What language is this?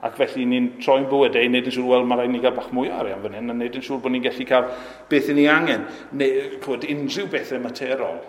Welsh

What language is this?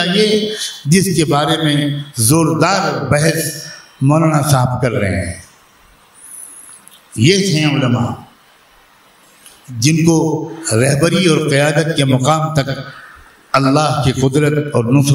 Urdu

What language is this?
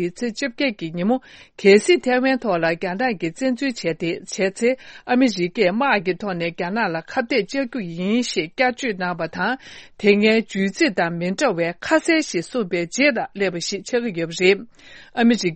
Tibetan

